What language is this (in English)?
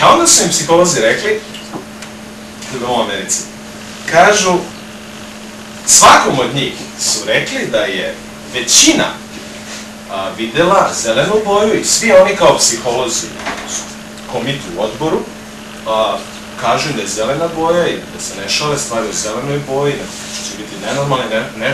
Serbian